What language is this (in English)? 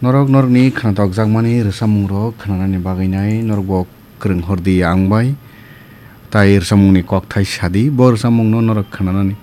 Kok Borok